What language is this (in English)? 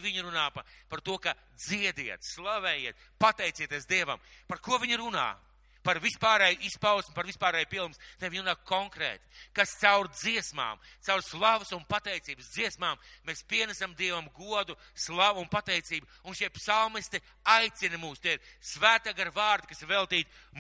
Latvian